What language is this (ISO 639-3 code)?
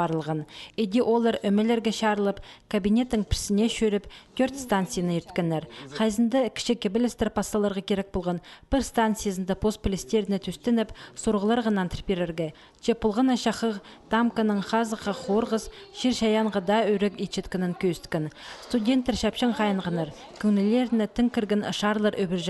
kjh